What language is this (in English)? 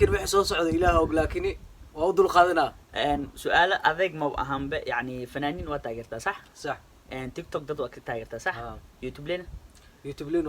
Somali